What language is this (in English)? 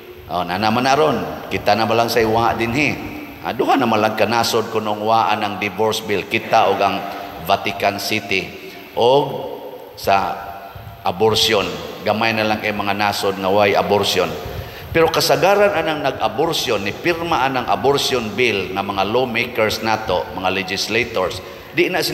Cebuano